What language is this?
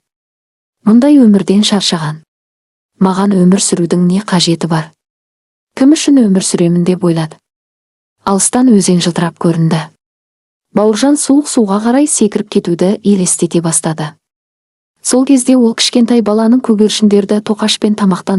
Kazakh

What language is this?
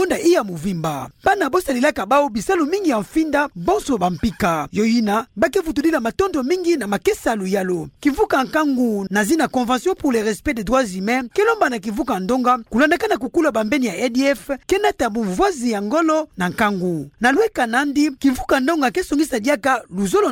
Kituba (Democratic Republic of Congo)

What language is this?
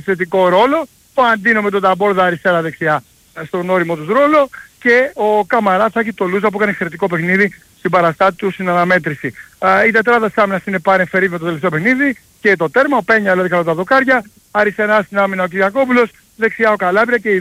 Greek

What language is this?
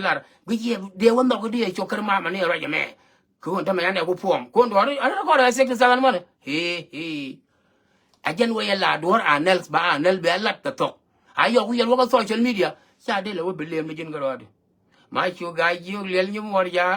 Nuer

